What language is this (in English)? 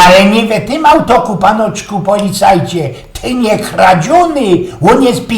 Silesian